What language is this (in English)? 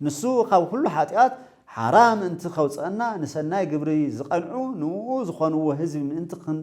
Tigrinya